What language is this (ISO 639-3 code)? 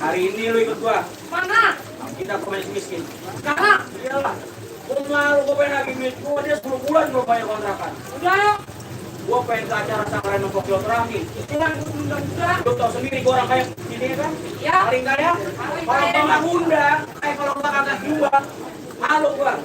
bew